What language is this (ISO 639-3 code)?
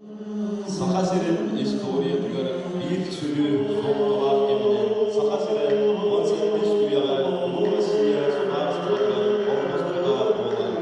sah